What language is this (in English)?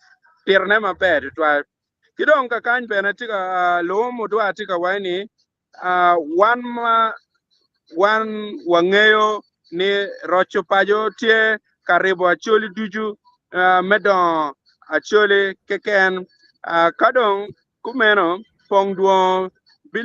Acoli